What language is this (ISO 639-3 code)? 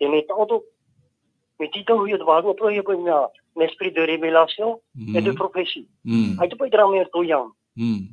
tah